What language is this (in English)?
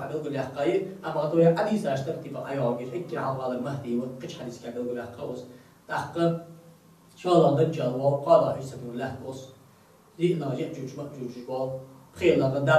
Ingush